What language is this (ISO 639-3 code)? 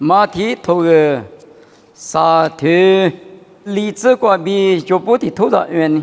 lis